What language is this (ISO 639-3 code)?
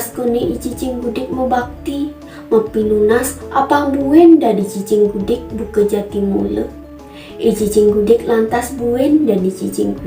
ban